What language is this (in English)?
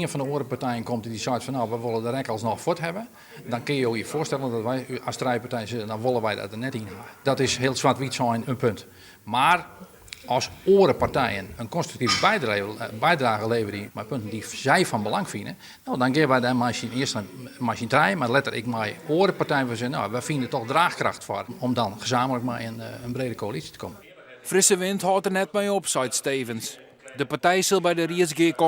Western Frisian